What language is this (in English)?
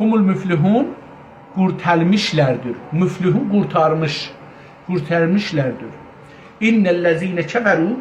South Azerbaijani